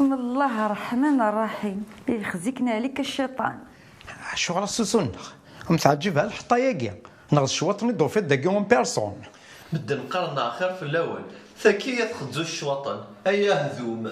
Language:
Kabyle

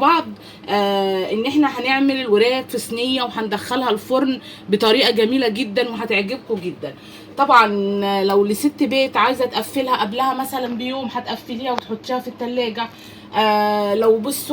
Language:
Egyptian Arabic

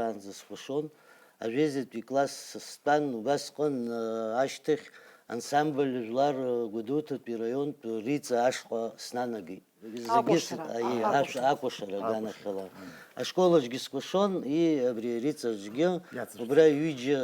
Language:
Abkhazian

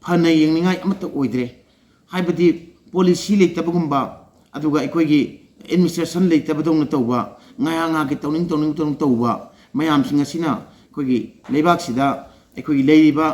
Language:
Manipuri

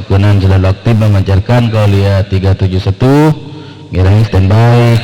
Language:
Madurese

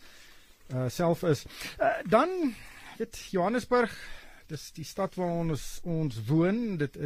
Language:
Afrikaans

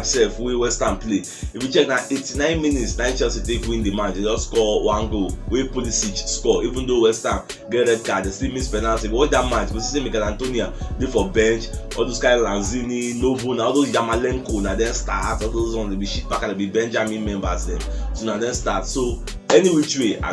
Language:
Nigerian Pidgin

